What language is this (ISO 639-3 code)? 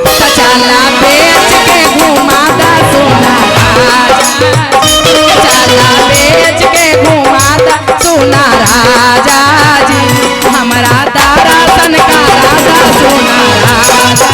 mag